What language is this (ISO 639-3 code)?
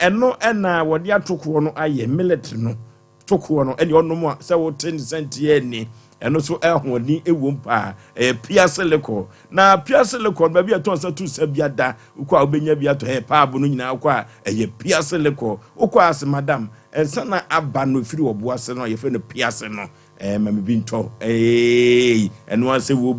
aka